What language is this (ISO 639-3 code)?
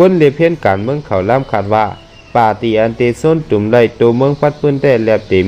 shn